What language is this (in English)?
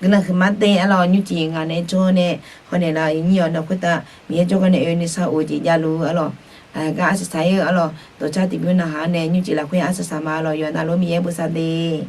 Akha